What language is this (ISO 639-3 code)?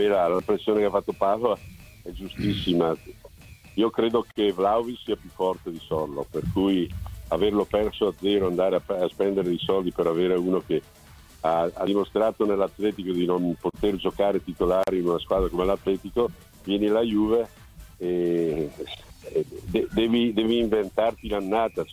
ita